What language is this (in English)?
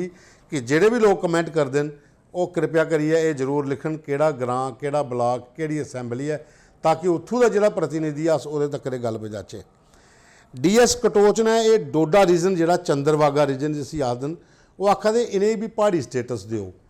Dogri